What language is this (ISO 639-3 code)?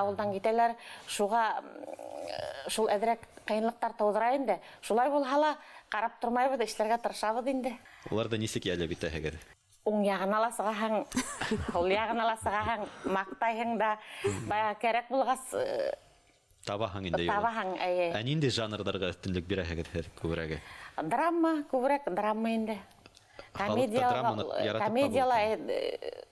bak